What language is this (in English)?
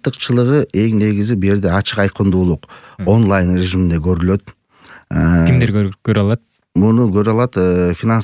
Kyrgyz